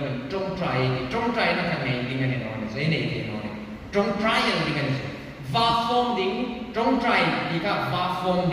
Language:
Hmar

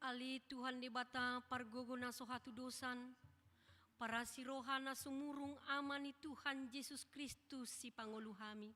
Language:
Batak Toba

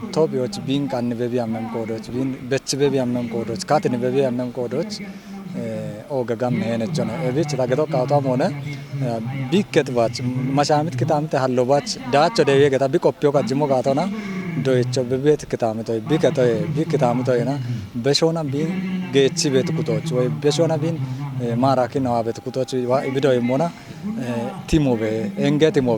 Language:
Kafa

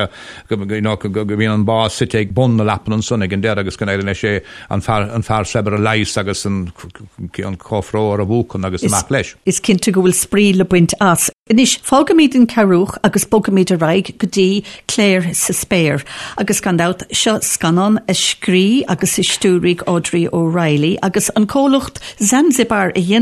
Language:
Irish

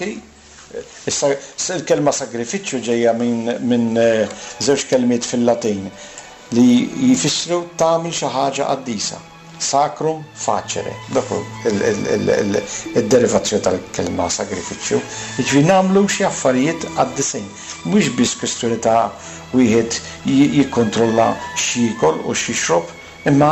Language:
Maltese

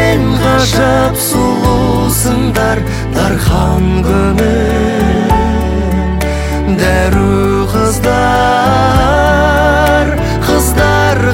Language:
Kazakh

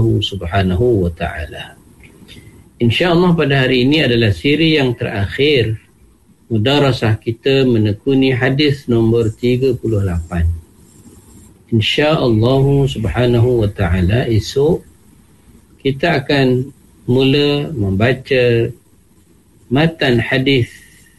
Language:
Malay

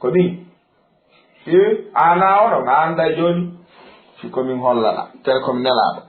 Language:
Fula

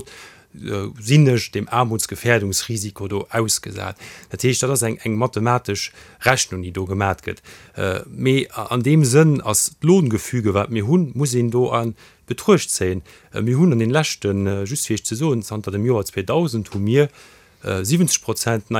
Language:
Luxembourgish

